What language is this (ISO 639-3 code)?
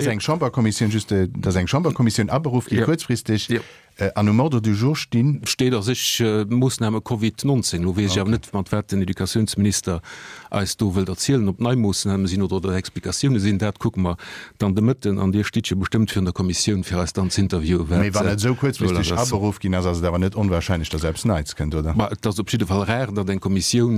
ltz